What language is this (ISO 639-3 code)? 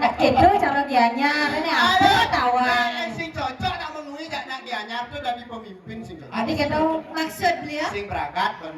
ban